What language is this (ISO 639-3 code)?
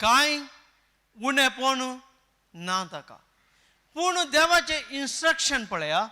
kok